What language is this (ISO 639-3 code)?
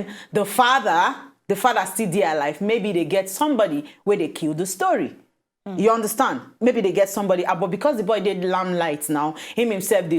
pcm